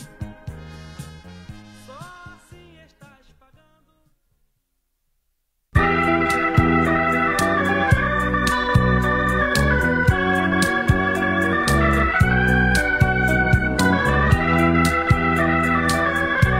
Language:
Portuguese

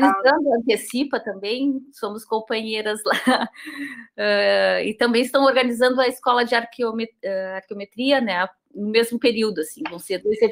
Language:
Portuguese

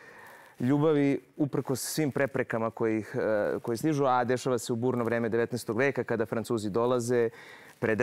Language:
Serbian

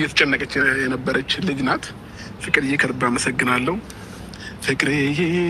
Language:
Amharic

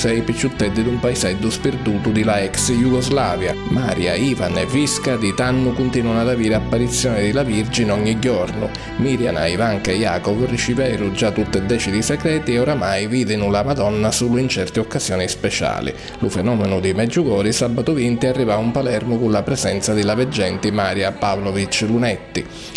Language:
Sicilian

